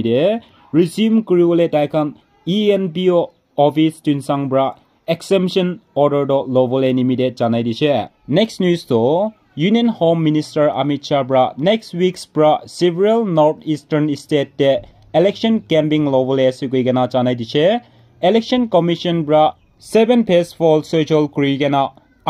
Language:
Naga Pidgin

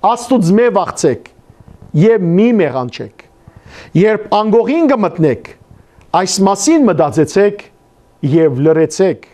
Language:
Western Armenian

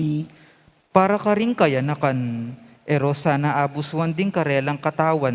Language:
Pampanga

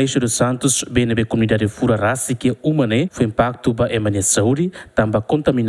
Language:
Tetum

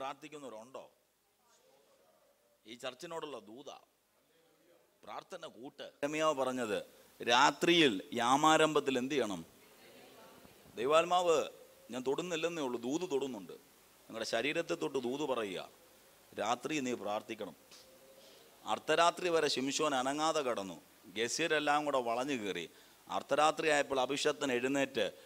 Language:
Malayalam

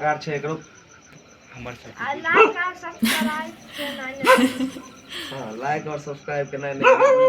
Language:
Maithili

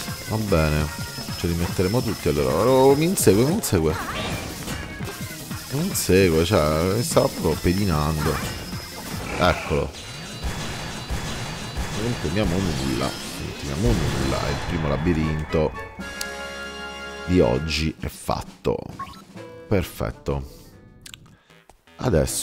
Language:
Italian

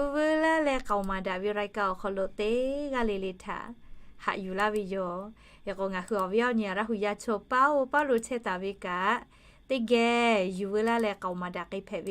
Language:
Lahu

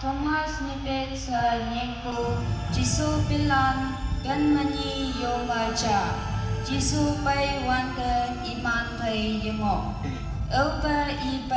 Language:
Konyak Naga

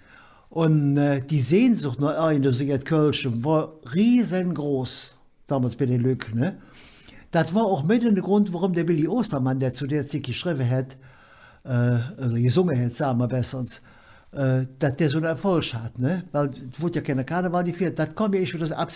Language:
Colognian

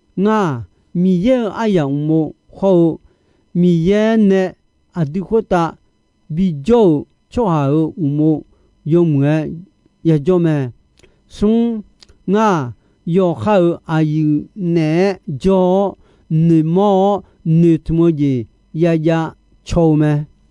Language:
Akha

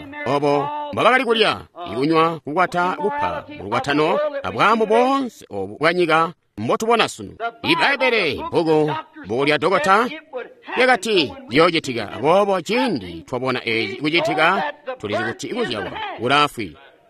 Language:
Tonga (Zambia)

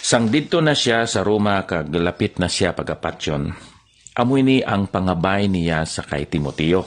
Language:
Hiligaynon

